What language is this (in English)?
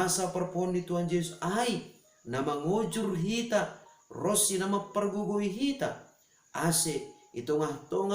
Batak Simalungun